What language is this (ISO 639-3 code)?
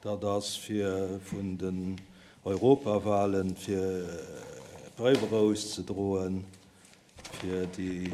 ltz